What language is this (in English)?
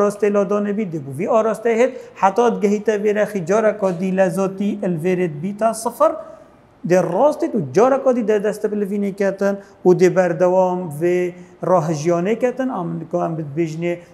Kurdish